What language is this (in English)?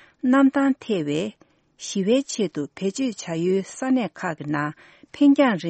Tibetan